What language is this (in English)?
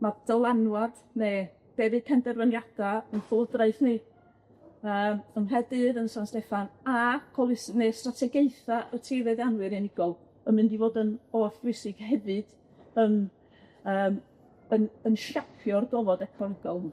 Welsh